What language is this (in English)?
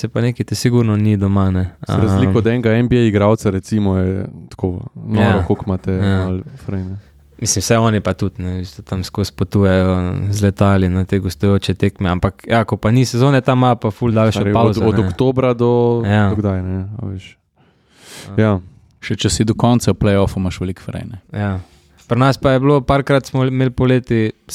Slovenian